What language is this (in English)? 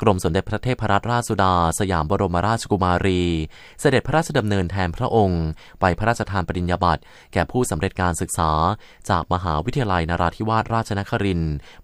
Thai